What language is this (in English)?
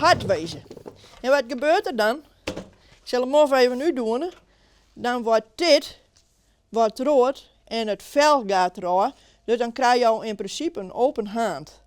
Western Frisian